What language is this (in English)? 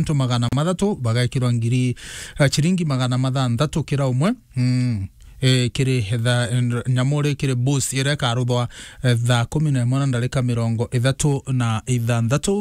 Meru